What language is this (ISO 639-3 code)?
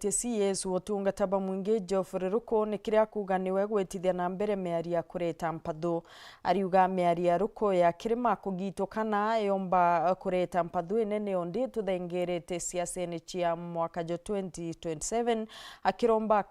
mer